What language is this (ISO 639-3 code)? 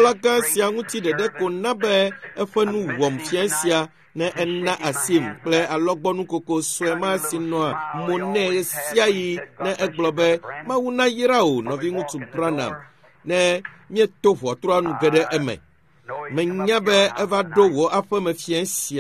ewe